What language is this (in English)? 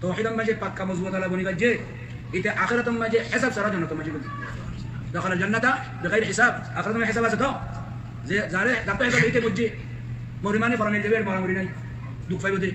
Rohingya